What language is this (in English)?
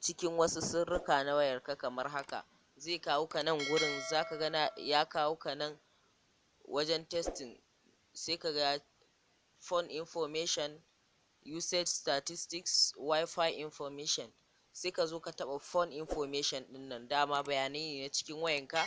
Hausa